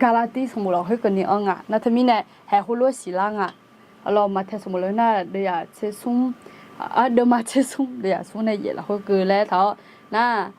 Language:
Akha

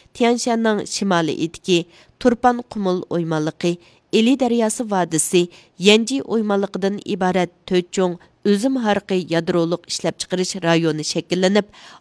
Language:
Uyghur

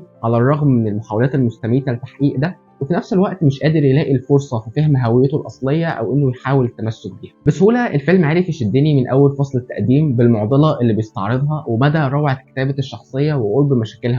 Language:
Egyptian Arabic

